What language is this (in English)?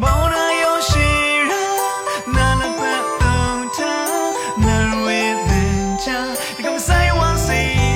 Rawang